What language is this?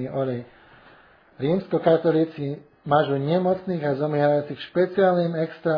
Slovak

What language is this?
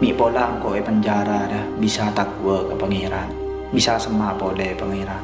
Madurese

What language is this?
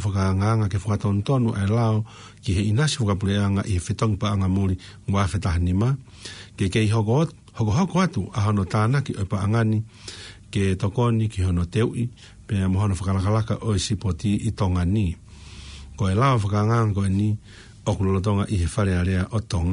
Tongan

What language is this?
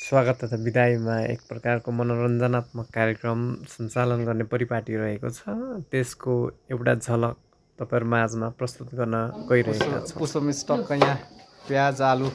Nepali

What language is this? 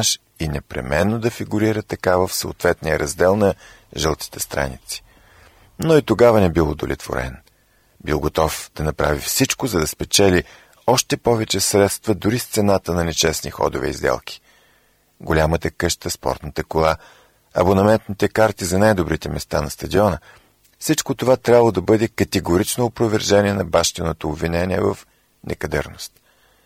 Bulgarian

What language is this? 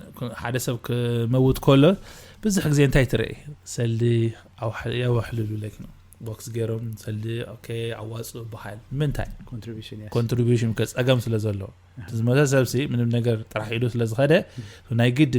Tigrinya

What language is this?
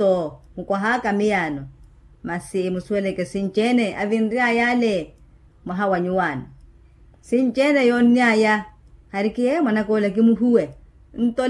Makhuwa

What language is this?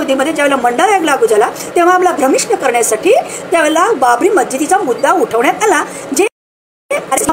Marathi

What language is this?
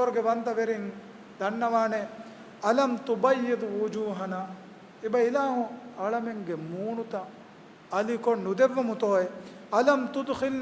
Divehi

